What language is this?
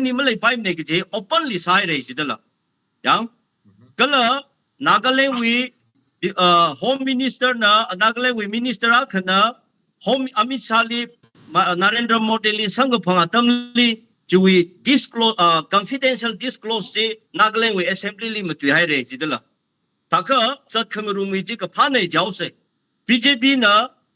Tangkhul Naga (India)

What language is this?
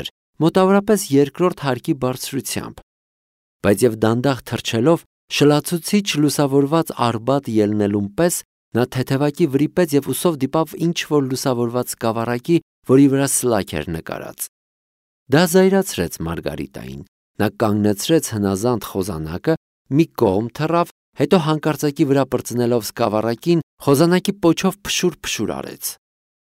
Armenian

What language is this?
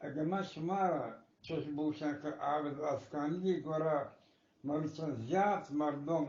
Eastern Balochi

